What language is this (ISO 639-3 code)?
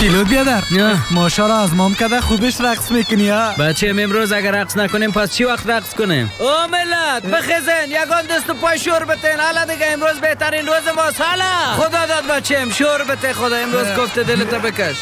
fas